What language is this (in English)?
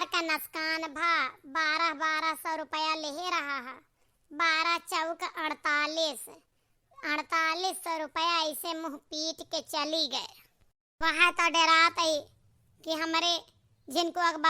Awadhi